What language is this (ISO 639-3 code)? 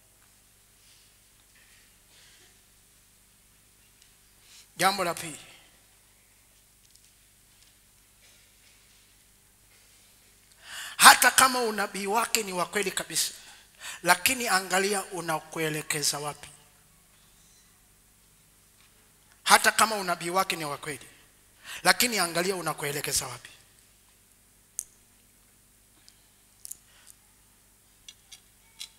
swa